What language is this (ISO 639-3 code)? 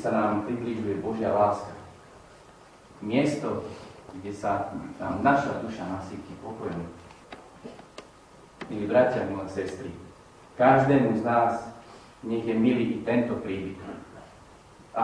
slk